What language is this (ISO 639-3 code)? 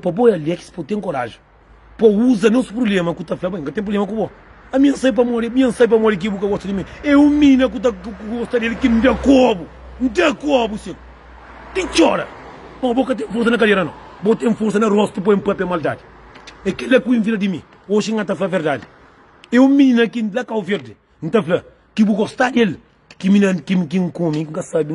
kea